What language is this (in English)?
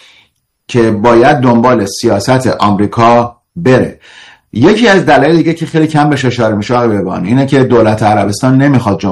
Persian